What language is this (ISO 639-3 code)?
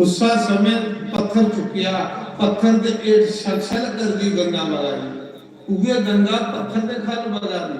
doi